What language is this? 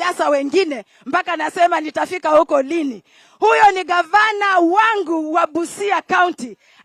Swahili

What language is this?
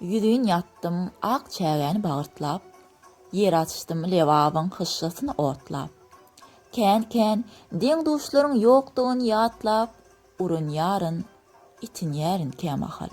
Turkmen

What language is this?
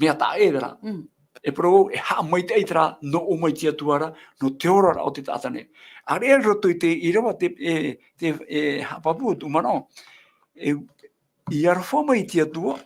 Tahitian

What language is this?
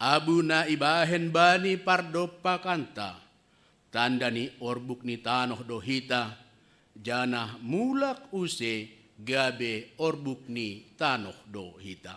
Batak Simalungun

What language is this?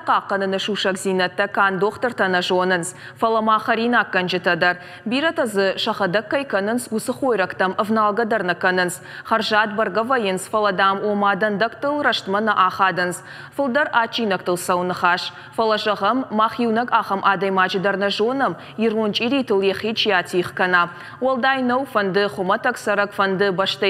Ossetic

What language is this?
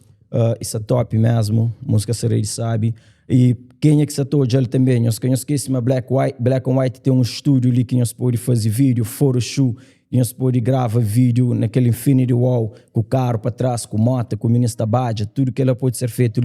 Kabuverdianu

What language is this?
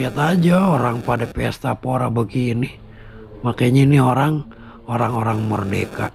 Betawi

